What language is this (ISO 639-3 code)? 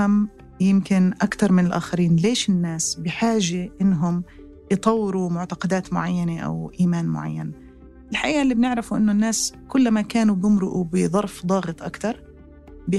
apc